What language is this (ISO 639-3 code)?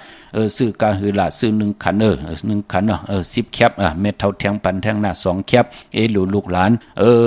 shn